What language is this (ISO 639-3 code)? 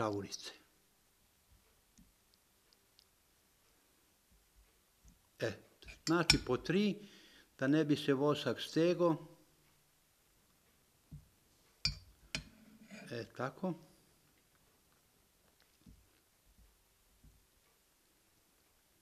hrv